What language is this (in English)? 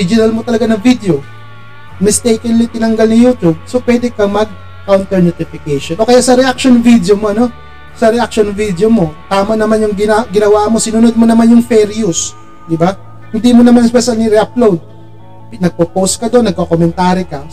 Filipino